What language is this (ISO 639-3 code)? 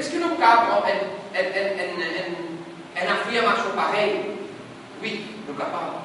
mfe